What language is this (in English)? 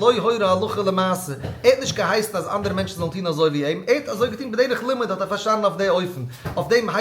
Yiddish